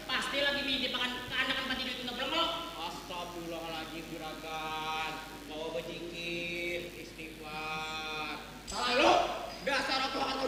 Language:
Banjar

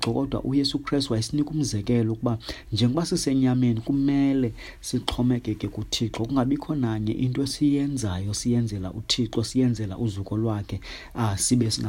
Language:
Xhosa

